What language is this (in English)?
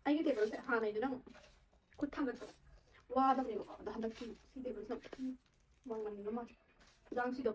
Manipuri